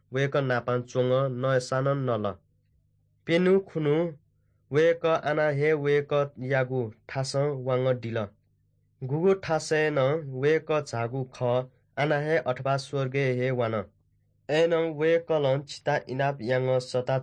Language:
Newari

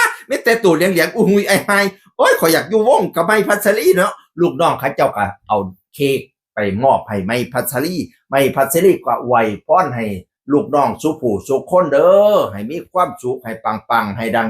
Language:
Northeastern Thai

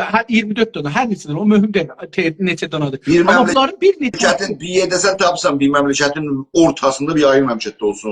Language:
South Azerbaijani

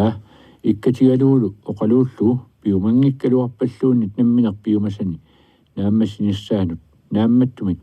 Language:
Kalaallisut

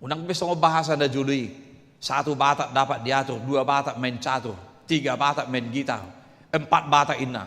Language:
Batak Toba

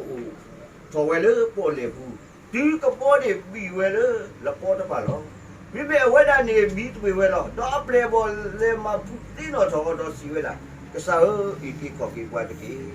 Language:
S'gaw Karen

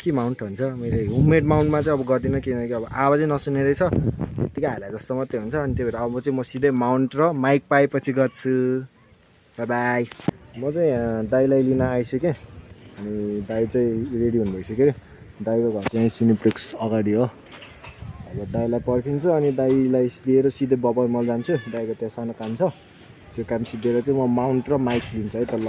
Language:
Nepali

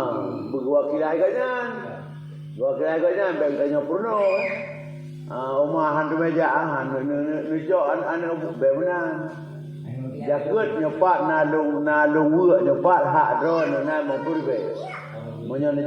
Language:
Achinese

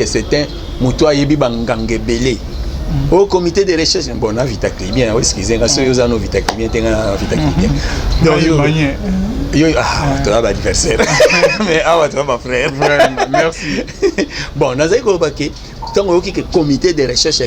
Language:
Lingala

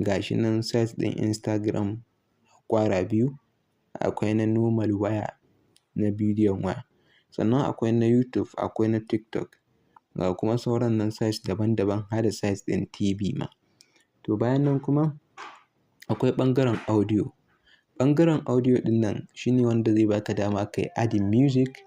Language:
Hausa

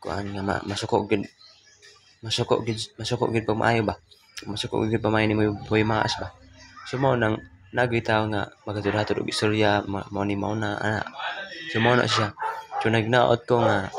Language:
Cebuano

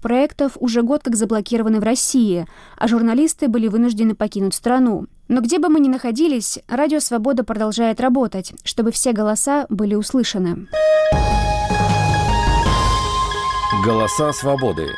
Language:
Russian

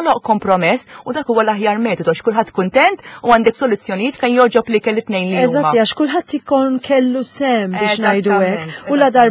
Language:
Maltese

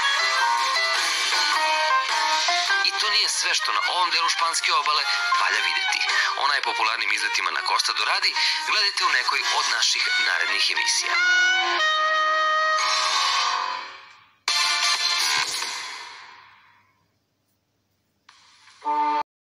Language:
Serbian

